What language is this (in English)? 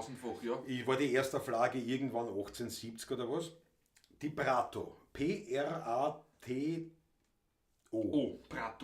Bavarian